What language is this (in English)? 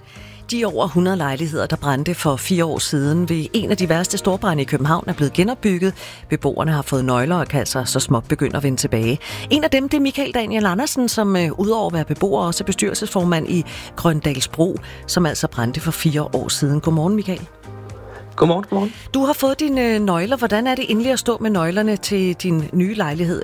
Danish